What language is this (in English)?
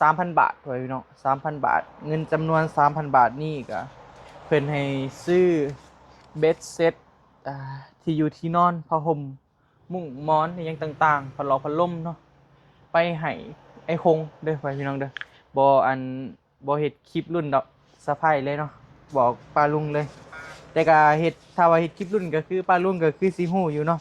Northeastern Thai